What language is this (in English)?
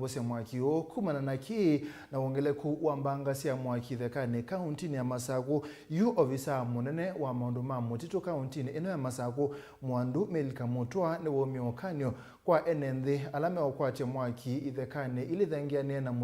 Kamba